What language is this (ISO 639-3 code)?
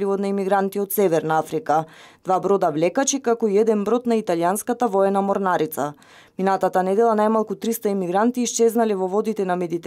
mkd